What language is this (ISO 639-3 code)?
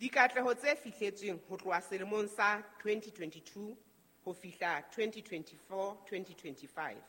sot